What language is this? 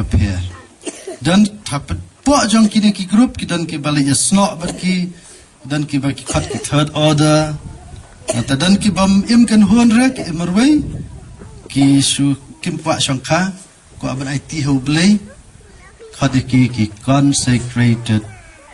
Khasi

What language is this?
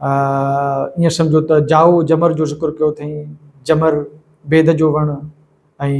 Sindhi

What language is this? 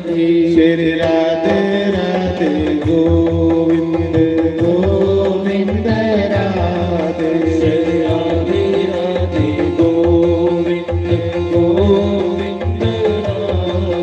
Dogri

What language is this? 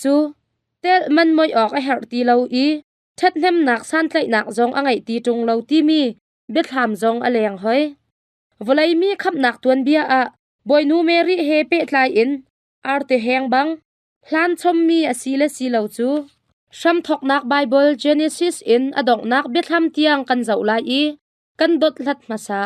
Hakha Chin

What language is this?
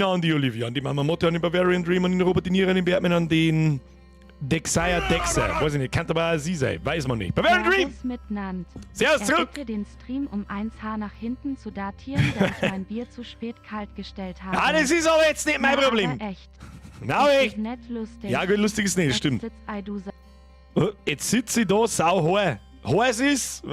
Bavarian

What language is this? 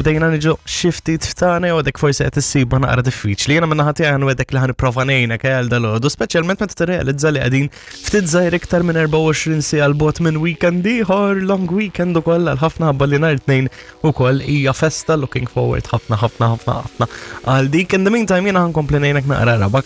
Maltese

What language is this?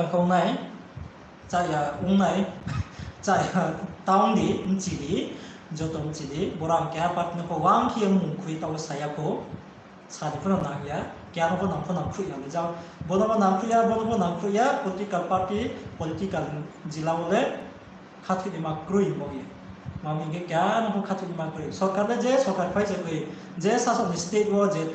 Riang (India)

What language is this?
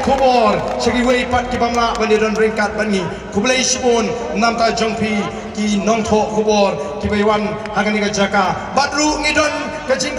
Khasi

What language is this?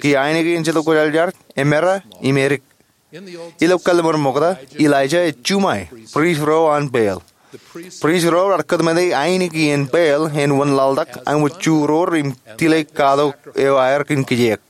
Marshallese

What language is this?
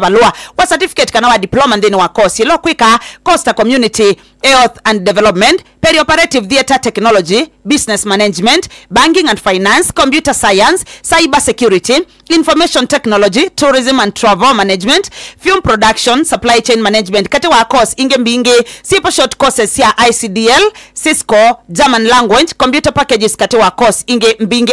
Kamba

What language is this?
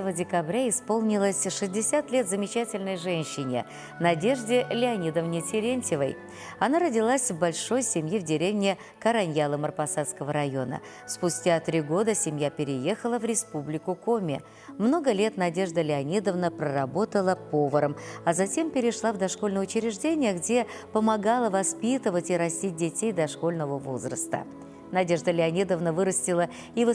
Chuvash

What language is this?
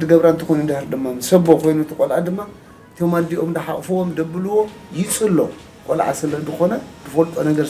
Tigrinya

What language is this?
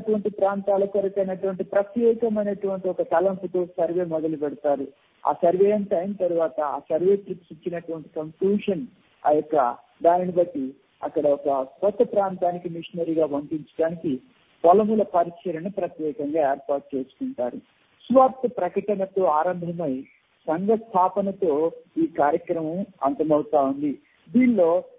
Telugu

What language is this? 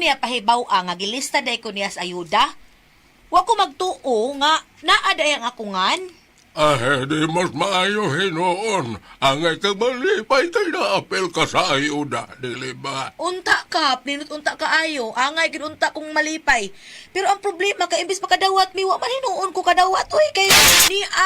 Cebuano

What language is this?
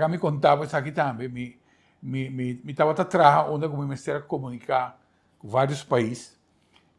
Papiamento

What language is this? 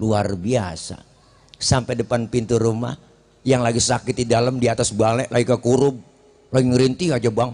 Betawi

